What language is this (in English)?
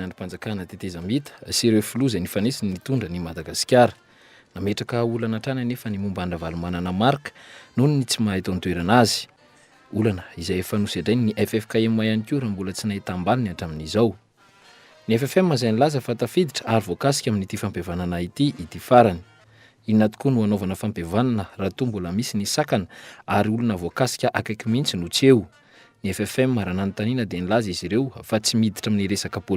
Malagasy